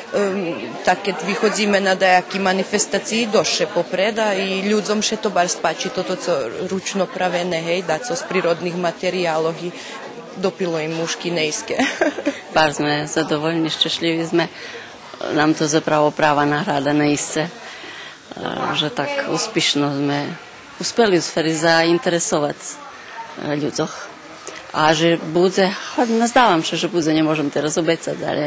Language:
Rusyn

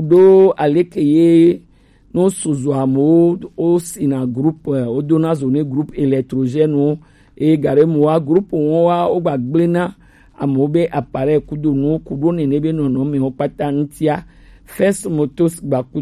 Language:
Gen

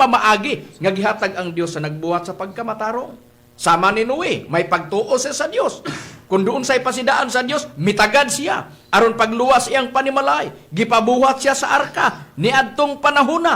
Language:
Cebuano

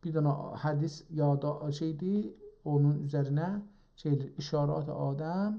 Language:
South Azerbaijani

